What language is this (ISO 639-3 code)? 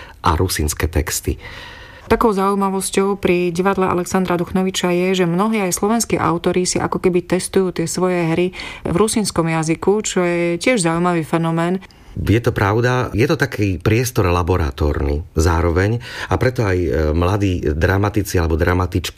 slk